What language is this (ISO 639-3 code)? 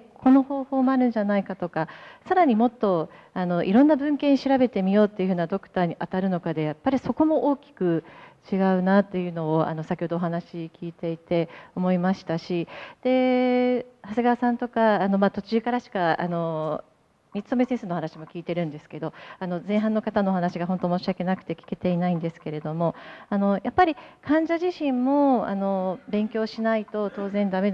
jpn